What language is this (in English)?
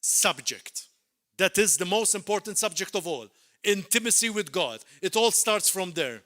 English